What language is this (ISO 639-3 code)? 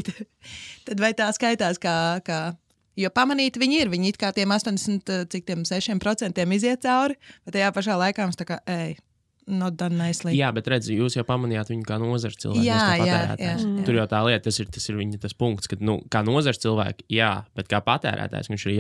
lav